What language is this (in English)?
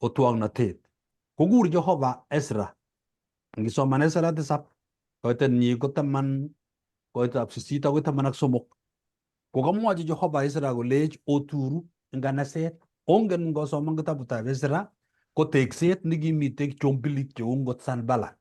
Kalenjin